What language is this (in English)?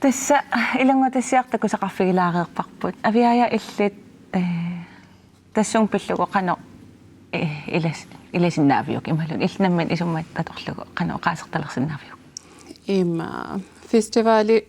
Kalaallisut